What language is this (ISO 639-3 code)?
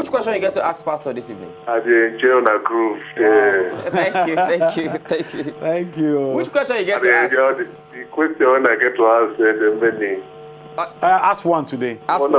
pcm